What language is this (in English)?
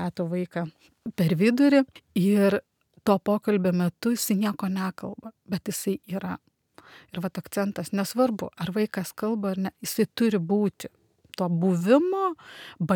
Lithuanian